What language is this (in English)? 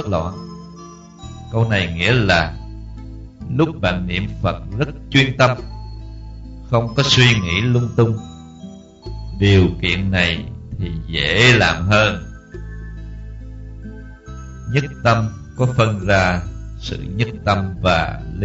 Vietnamese